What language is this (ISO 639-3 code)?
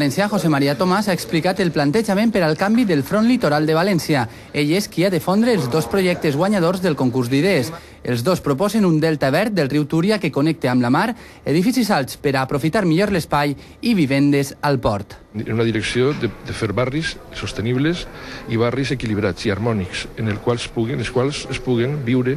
cat